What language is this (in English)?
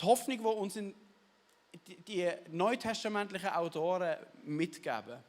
Swiss German